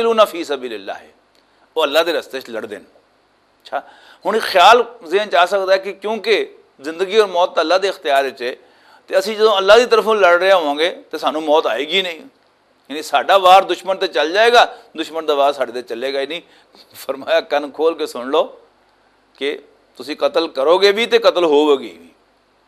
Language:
Western Panjabi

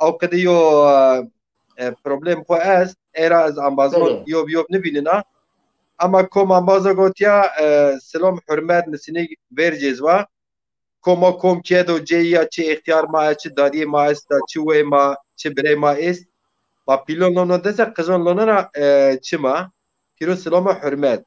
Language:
Zaza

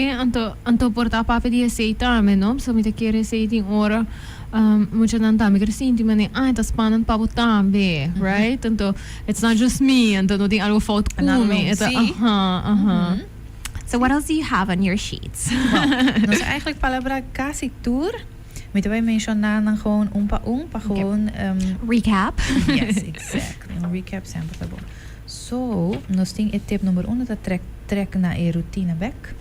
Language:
Papiamento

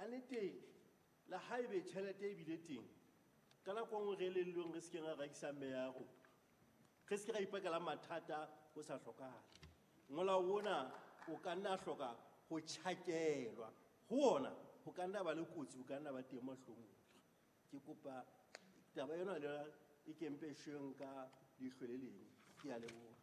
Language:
Southern Sotho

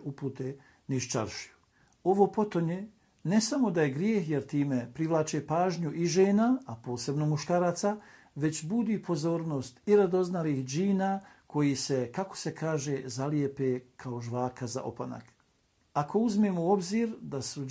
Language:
Bosnian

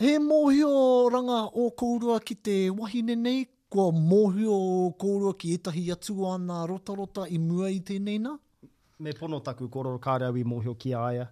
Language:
Māori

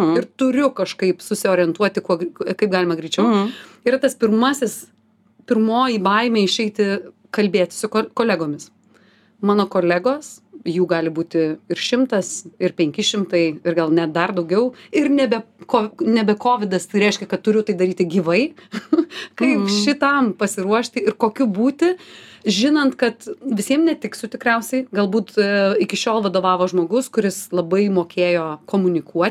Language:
Lithuanian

